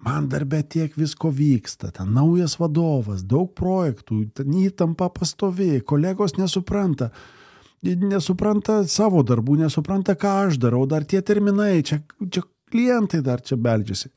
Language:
Lithuanian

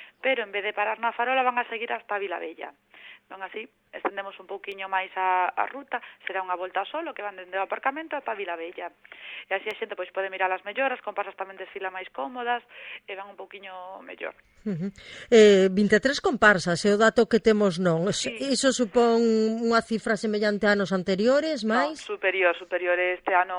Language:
Galician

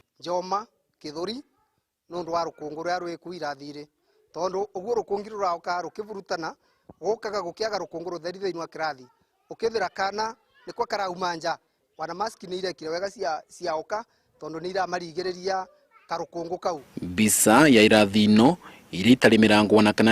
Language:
Kikuyu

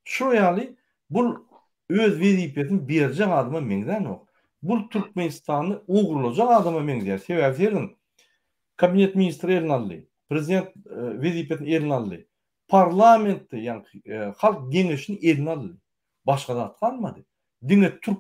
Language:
Turkmen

